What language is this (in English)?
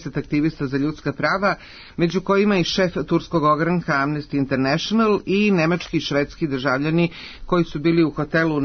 Serbian